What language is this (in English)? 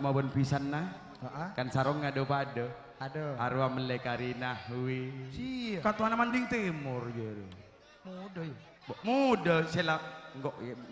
Madurese